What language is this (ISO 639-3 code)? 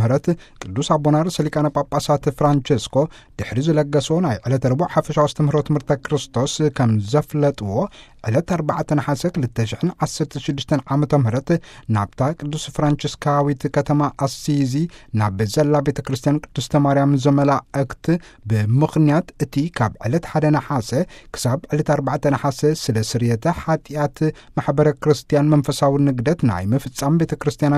tir